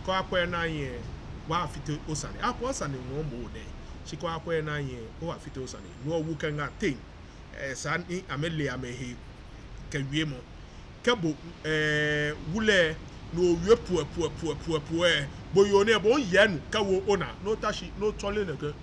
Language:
Ga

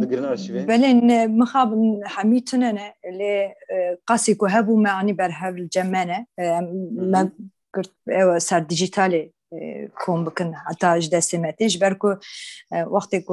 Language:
Kurdish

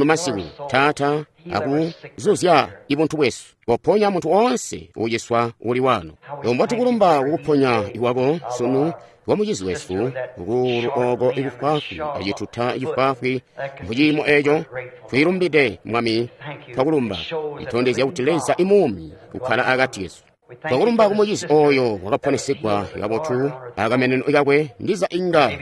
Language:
Tonga (Zambia)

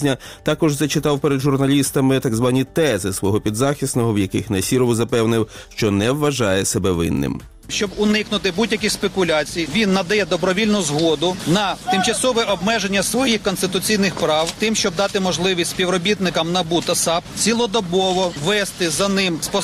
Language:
Ukrainian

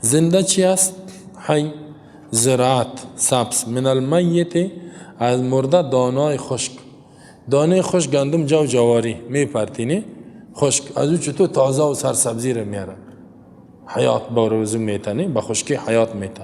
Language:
Persian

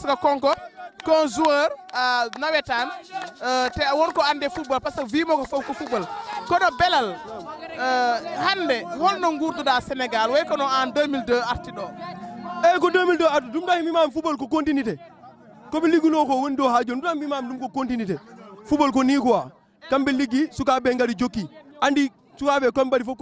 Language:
Fula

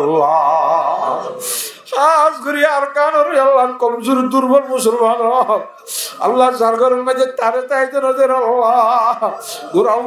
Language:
Rohingya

